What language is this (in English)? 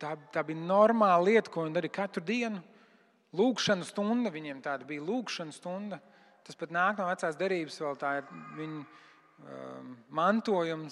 Latvian